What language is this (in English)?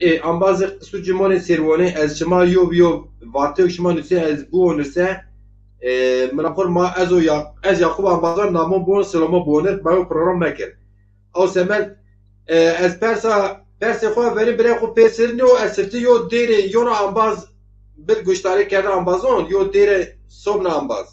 Zaza